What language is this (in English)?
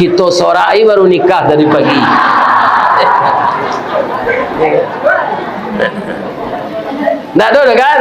Minangkabau